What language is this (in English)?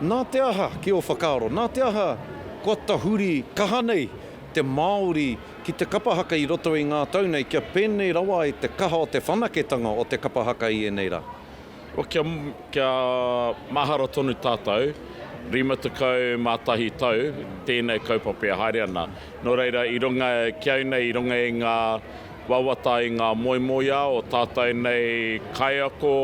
Māori